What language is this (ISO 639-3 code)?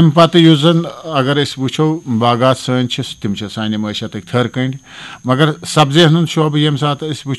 kas